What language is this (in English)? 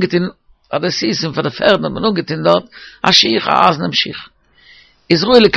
Yiddish